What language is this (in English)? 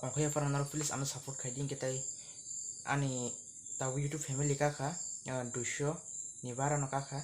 Kok Borok